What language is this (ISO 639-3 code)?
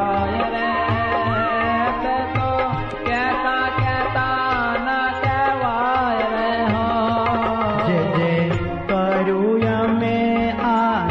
guj